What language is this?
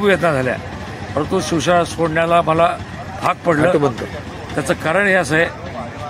Marathi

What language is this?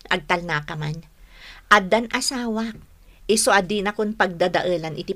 Iloko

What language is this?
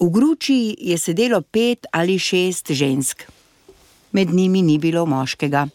Slovenian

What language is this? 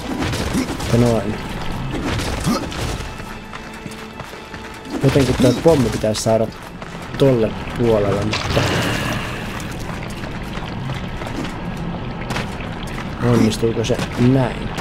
Finnish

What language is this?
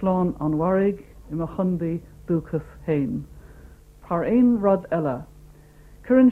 Irish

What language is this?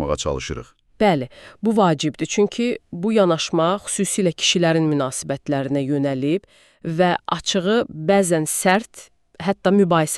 Azerbaijani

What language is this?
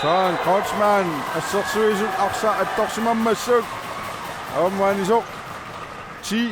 Kalaallisut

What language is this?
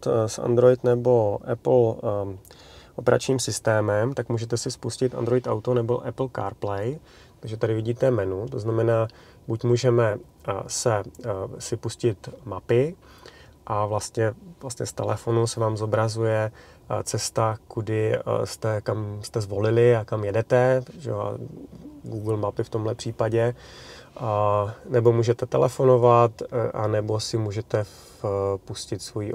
Czech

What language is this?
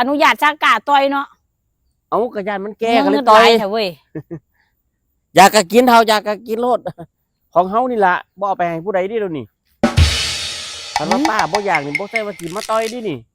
Lao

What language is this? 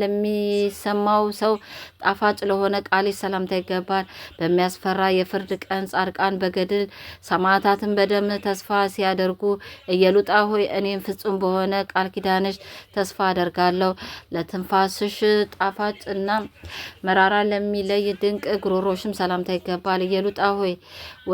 Amharic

